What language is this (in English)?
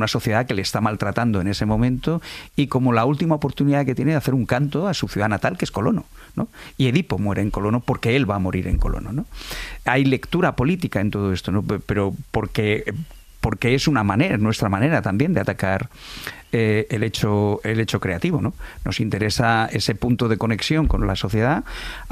Spanish